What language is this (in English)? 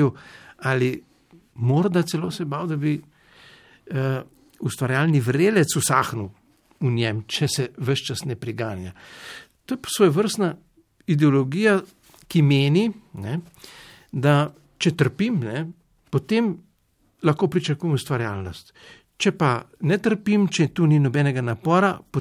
Slovenian